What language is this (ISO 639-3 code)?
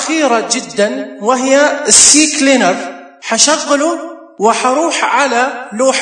ars